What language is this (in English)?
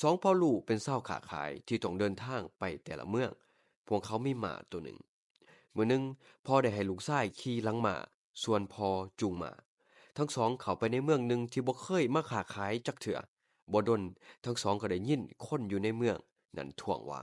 Lao